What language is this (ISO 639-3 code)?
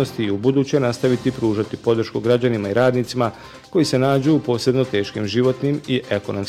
bos